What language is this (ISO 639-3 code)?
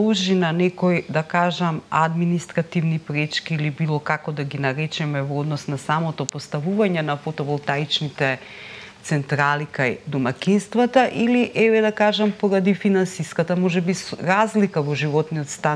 mkd